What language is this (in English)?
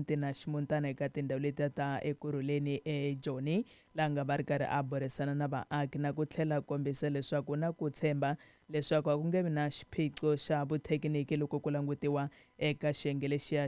Tsonga